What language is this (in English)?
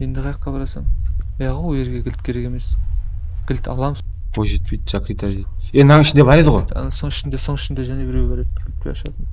Kara-Kalpak